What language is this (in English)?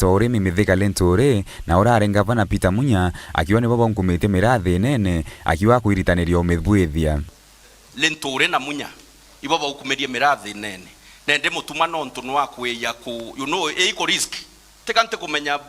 Meru